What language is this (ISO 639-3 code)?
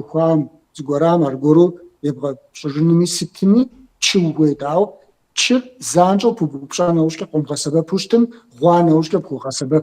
kbd